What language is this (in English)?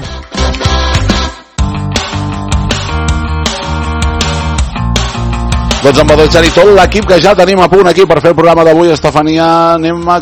Catalan